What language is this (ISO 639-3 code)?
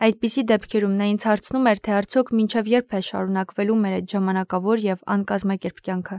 hye